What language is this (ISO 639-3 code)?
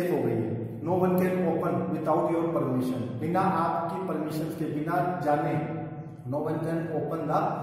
hin